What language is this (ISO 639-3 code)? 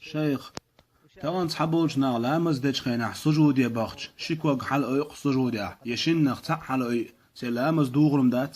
che